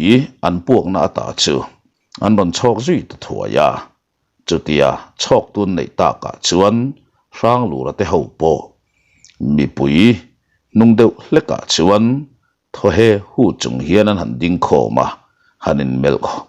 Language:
Mizo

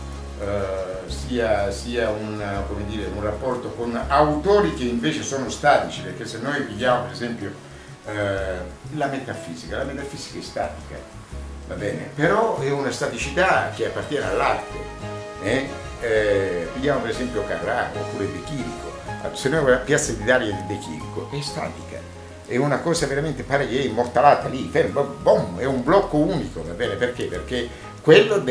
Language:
Italian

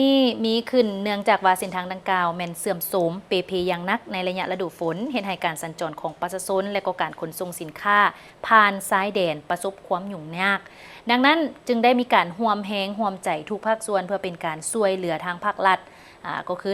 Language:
Lao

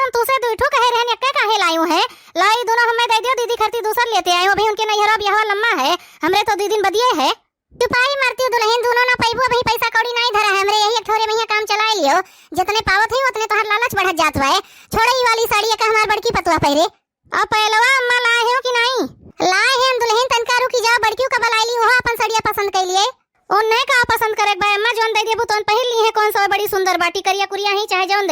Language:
Awadhi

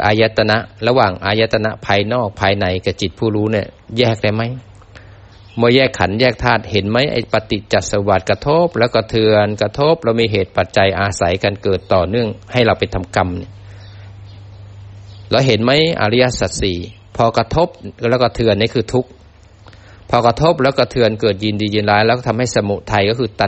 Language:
Thai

